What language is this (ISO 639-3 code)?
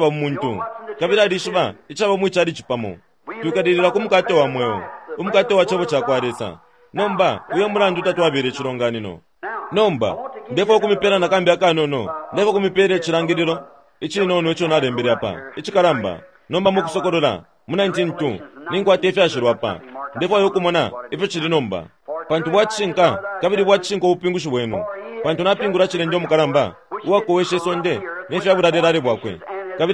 bem